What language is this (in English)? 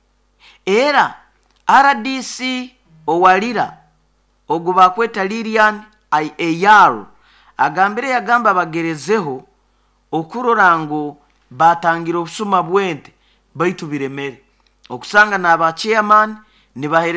Nyoro